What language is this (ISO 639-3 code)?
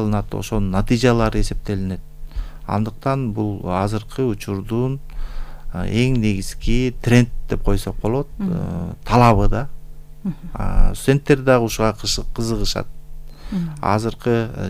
kir